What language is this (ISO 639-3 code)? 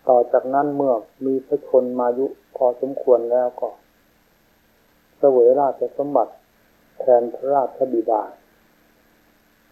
tha